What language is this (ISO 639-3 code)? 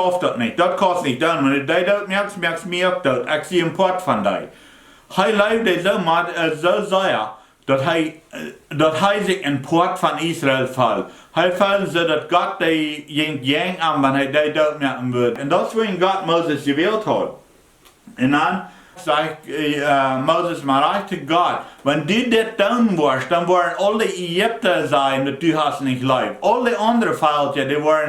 pdt